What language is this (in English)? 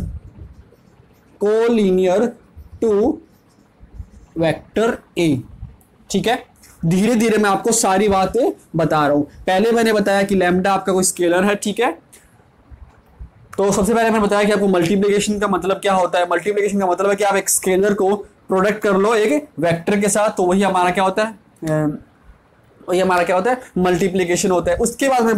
Hindi